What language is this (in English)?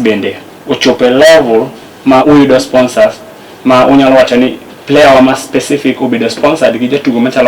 Luo (Kenya and Tanzania)